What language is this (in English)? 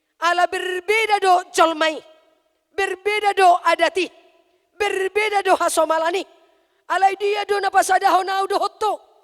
Batak Toba